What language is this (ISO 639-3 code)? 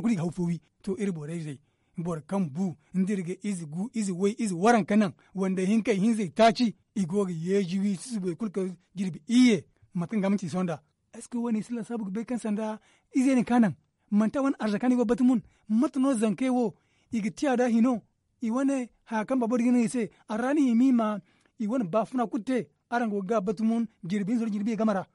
dje